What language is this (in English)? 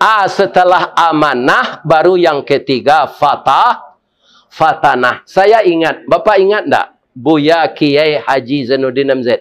Minangkabau